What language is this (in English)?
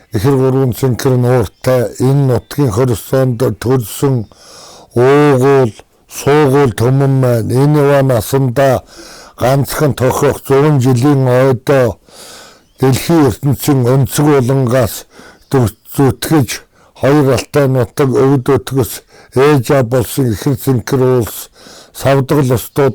Mongolian